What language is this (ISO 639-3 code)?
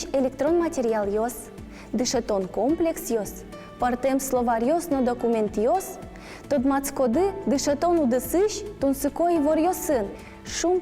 udm